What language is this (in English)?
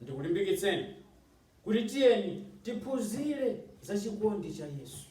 Nyanja